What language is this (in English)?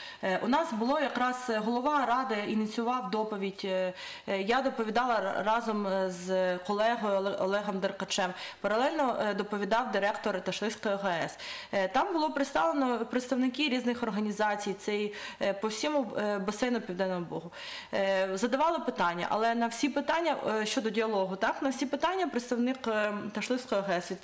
Ukrainian